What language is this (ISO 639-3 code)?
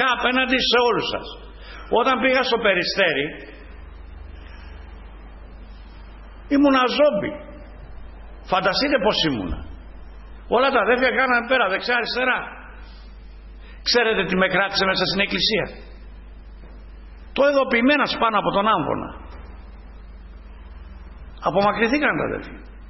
ell